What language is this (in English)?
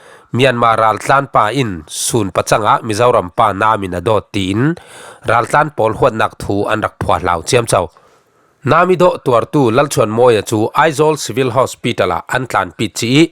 Falam Chin